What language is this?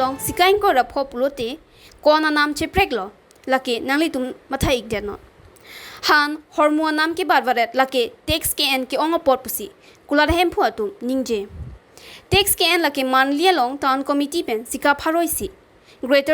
Karbi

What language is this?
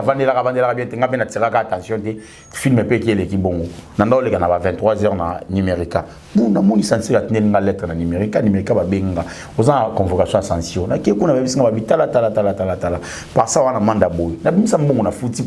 Lingala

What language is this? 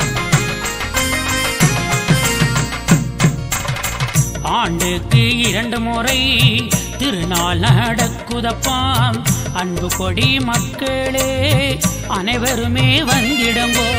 Tamil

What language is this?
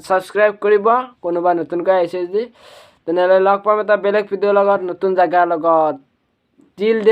Assamese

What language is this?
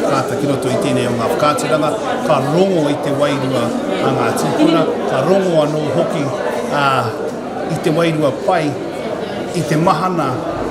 Māori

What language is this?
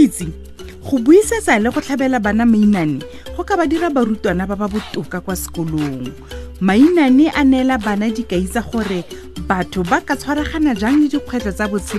Tswana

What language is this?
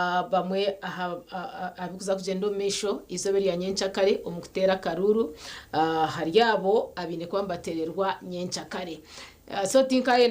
Nyankole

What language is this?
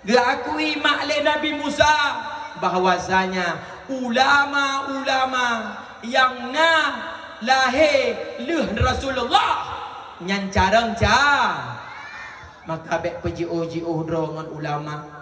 Achinese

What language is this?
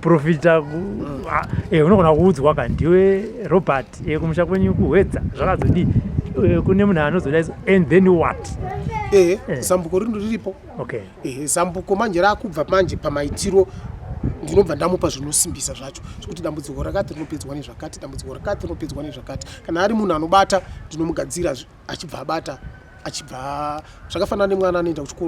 Shona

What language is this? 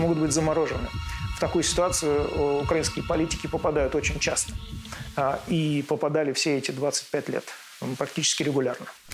Russian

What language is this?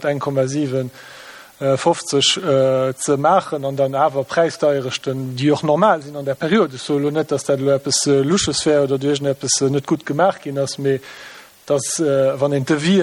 Luxembourgish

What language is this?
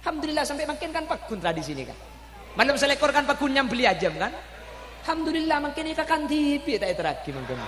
Madurese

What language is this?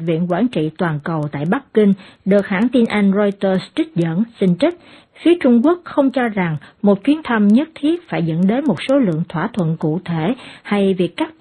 Vietnamese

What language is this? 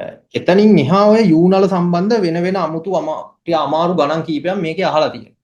Sinhala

